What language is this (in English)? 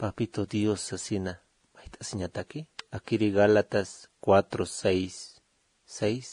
Aymara